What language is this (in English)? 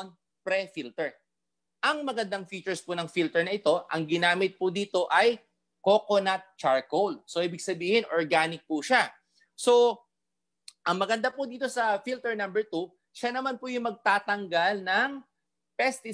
Filipino